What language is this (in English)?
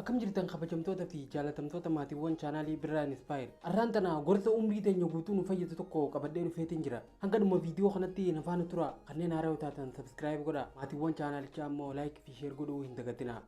Oromo